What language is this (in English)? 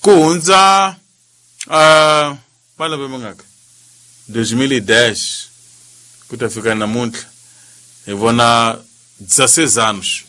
Tsonga